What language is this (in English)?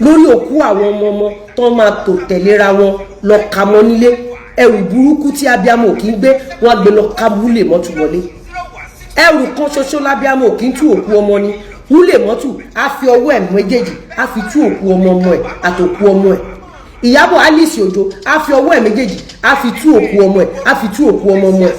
Yoruba